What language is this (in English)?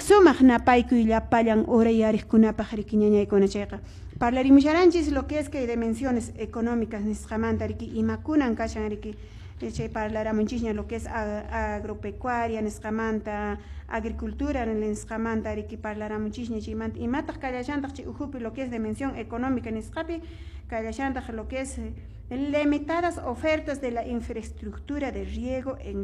Quechua